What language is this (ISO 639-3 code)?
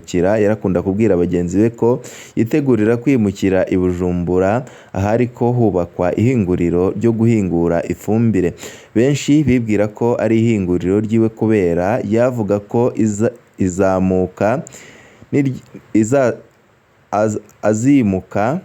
run